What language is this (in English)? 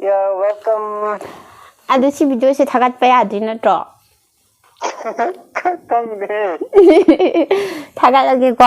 Manipuri